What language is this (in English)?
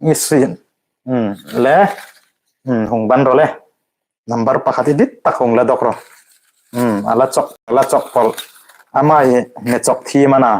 Hmar